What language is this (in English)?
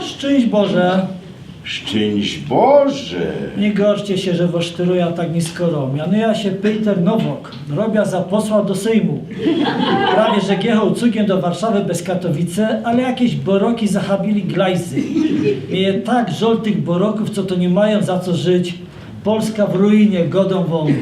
Silesian